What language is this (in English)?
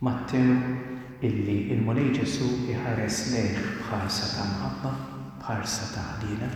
Maltese